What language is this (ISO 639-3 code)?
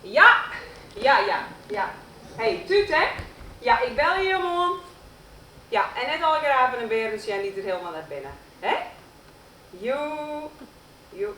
fry